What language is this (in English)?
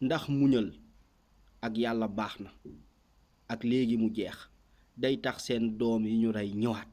Wolof